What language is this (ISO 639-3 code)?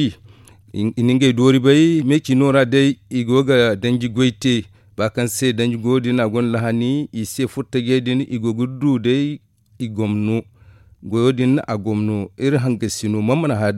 dje